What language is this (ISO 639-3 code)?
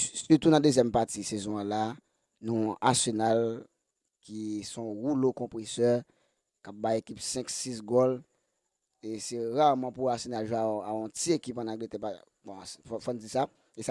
hat